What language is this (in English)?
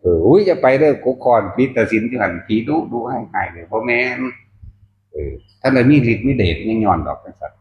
Northeastern Thai